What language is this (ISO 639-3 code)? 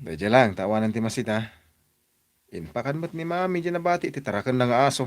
ilo